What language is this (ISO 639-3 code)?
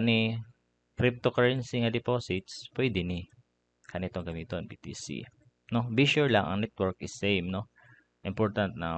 ceb